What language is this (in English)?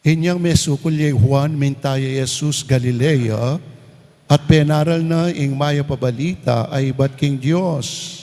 Pampanga